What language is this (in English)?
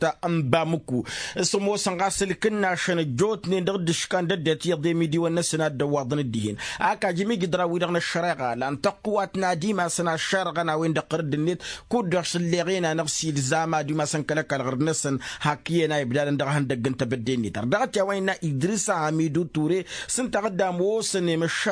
Tamasheq